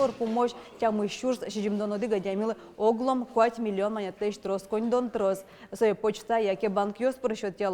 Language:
Udmurt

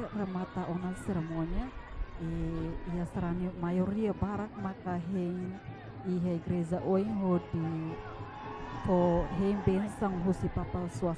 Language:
Tetum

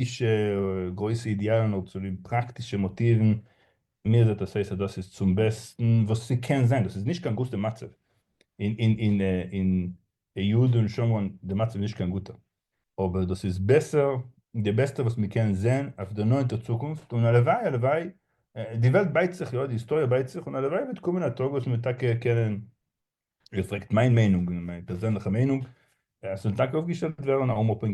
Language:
Yiddish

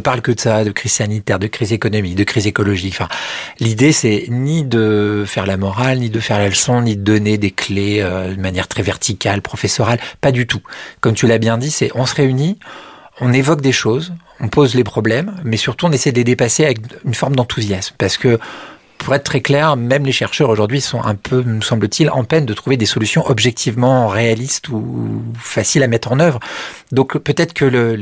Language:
French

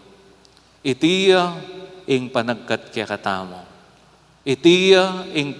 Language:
Pampanga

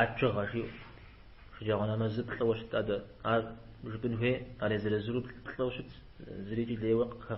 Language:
Kabardian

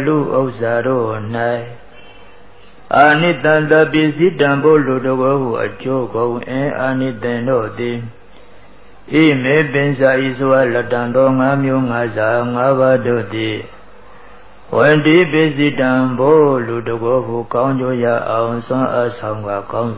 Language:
Burmese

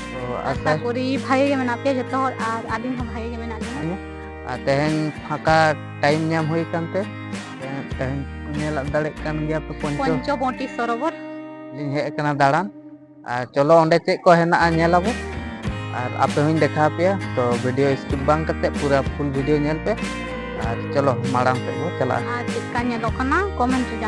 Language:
Santali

